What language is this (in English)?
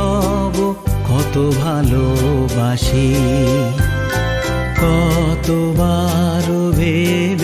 Bangla